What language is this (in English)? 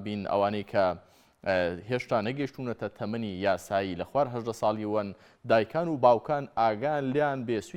Central Kurdish